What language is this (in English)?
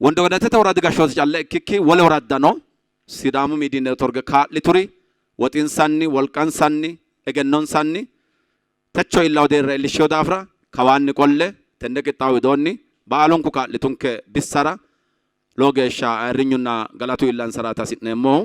Sidamo